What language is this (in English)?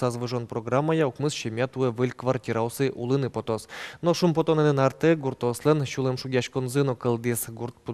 Udmurt